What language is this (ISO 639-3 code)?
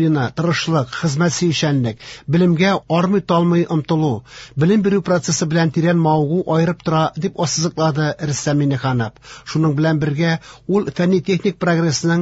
tat